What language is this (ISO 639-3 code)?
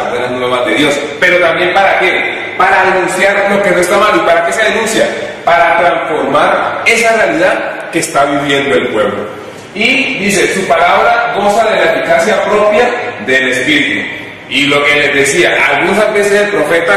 spa